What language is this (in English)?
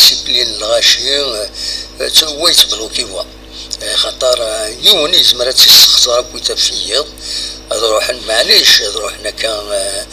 Kabyle